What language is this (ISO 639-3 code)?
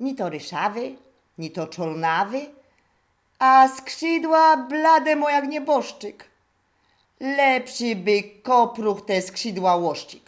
szl